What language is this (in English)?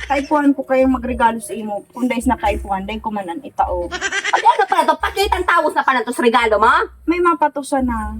Bikol